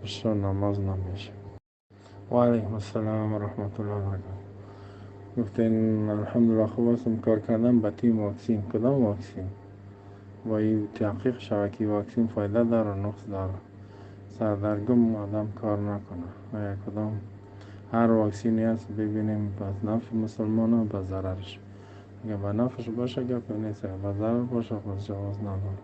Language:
Tajik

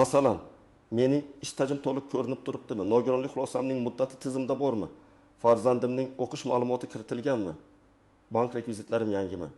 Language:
Uzbek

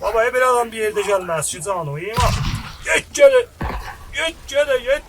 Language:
South Azerbaijani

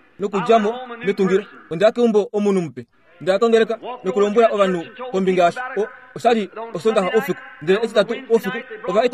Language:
Kuanyama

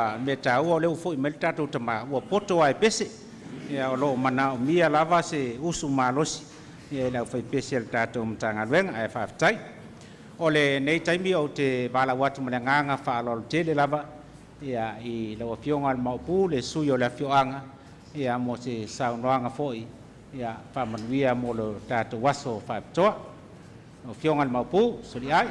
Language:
Samoan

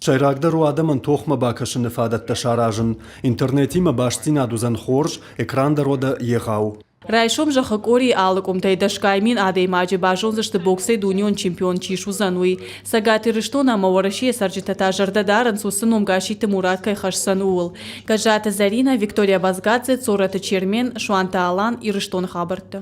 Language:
Ossetic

